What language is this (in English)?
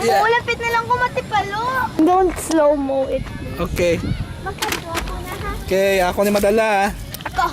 Hiligaynon